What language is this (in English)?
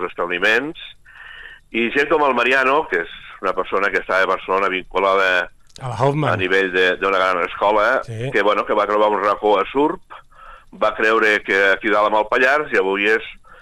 Catalan